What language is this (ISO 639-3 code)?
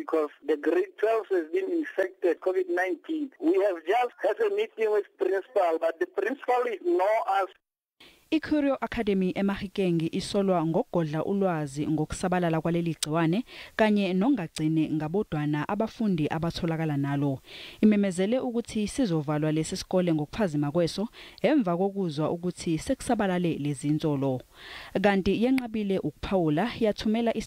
zul